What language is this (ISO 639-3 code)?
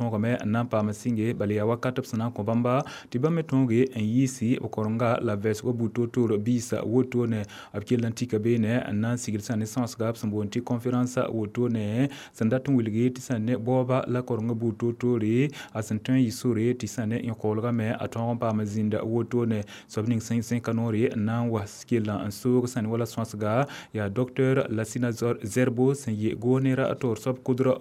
mos